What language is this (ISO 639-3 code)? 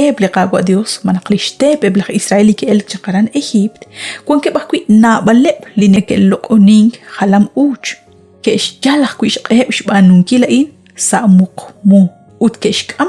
kek